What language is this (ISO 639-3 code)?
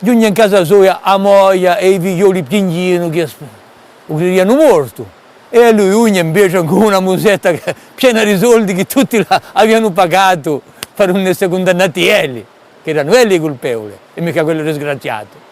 cos